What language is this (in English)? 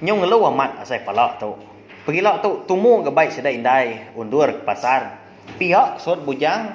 Iban